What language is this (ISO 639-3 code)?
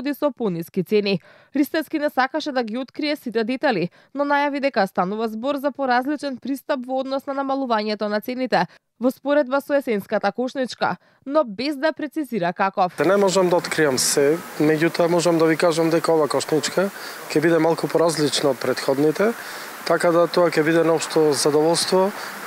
mkd